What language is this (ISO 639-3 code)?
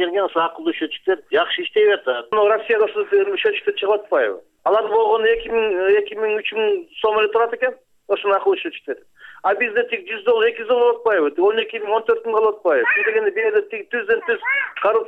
kir